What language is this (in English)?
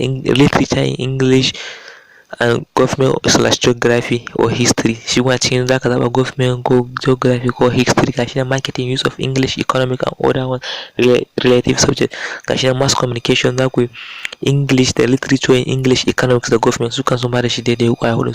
Hausa